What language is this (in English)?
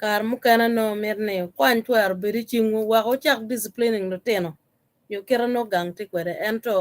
Acoli